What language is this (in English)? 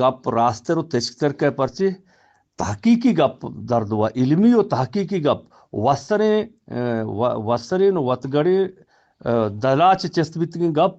Eastern Balochi